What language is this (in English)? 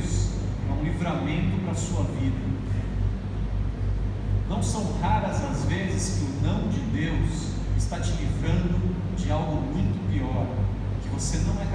Portuguese